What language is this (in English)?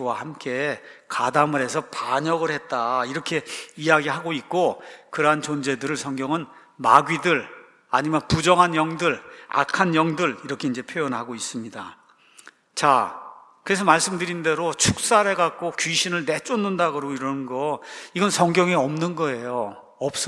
Korean